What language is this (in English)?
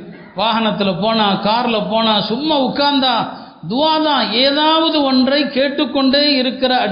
Tamil